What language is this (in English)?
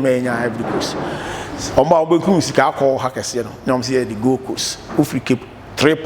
Akan